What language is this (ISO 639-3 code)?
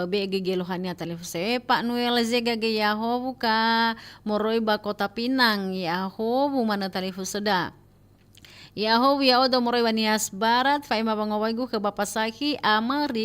nia